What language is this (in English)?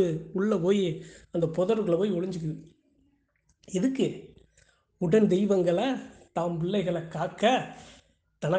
Tamil